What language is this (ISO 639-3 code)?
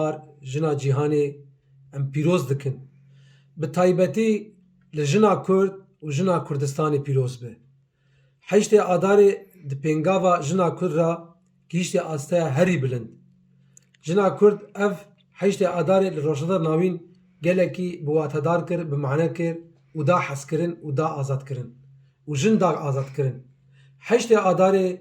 kur